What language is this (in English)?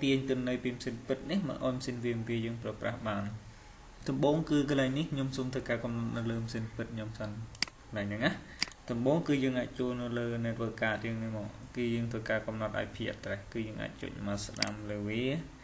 Khmer